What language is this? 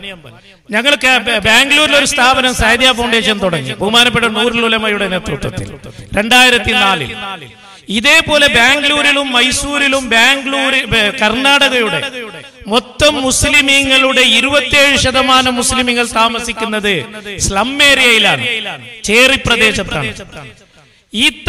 Malayalam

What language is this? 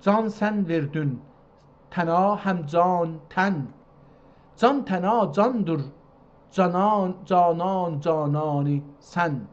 South Azerbaijani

